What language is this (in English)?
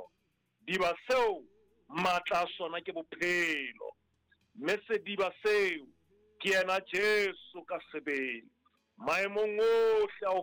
Southern Sotho